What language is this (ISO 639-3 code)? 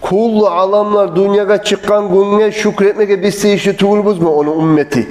kum